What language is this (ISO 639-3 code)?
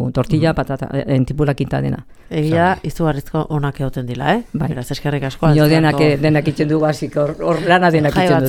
eus